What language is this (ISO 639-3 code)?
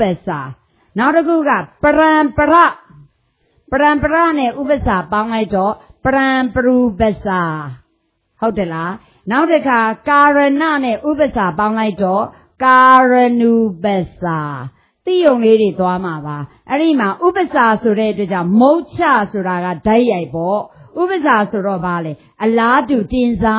mya